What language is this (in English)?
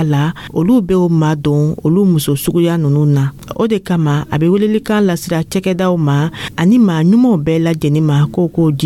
Dyula